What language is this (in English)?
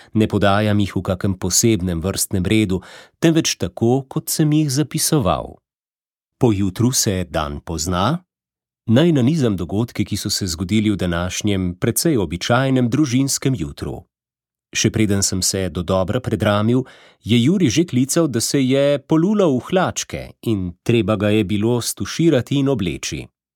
Slovenian